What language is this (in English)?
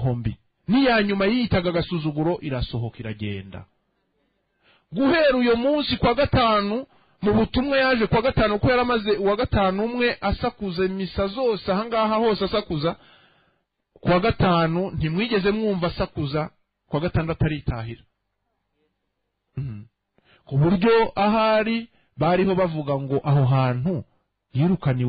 Kinyarwanda